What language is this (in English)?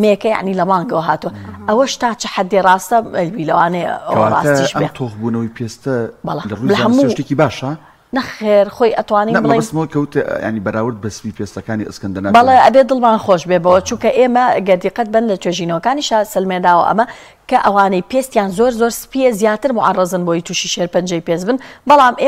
Central Kurdish